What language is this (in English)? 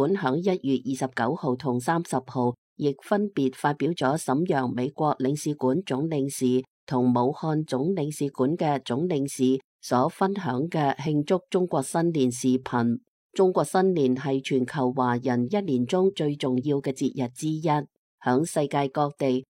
Cantonese